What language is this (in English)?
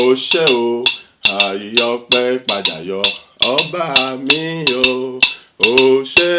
Yoruba